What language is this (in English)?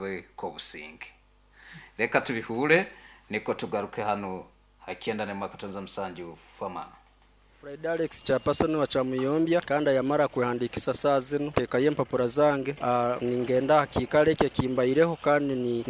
Nyoro